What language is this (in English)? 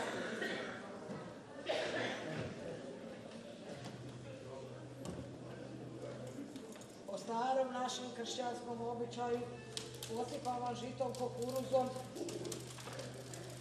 Croatian